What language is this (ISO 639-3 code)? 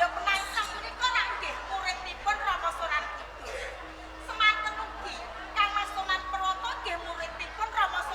jav